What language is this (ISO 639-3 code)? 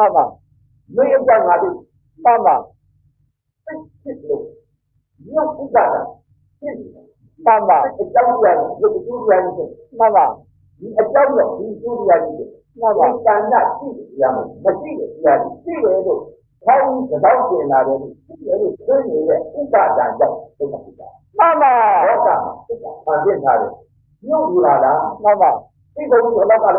mya